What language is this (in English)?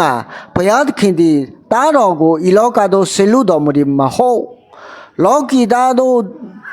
Akha